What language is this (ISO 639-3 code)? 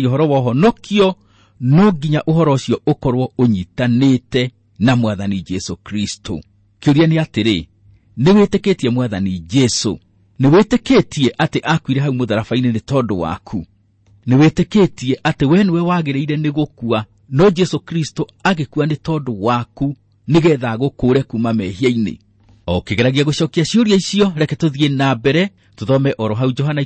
kik